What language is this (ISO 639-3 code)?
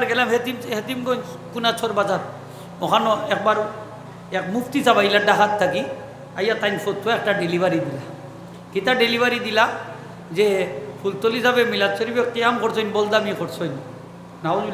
syl